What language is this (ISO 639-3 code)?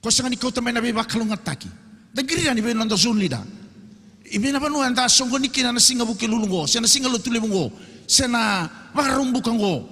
fij